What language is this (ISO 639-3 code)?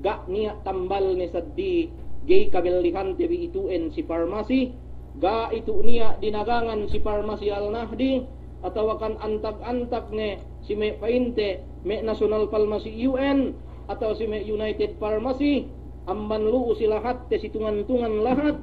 yka